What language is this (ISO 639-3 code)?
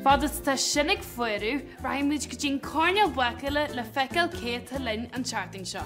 gle